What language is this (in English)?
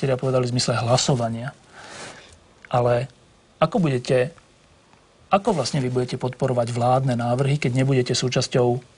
Slovak